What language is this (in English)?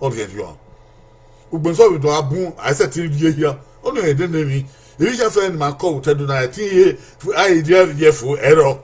Bini